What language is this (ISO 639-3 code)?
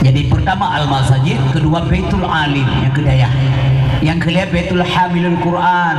ace